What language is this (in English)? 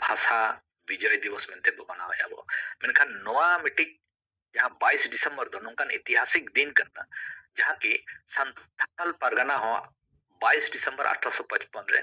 Santali